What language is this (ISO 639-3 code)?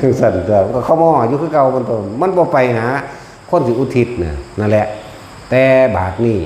tts